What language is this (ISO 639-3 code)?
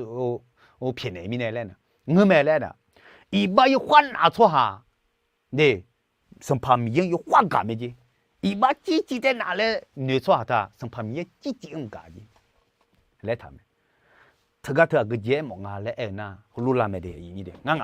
ahk